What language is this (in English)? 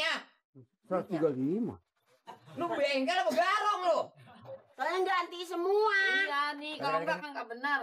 Betawi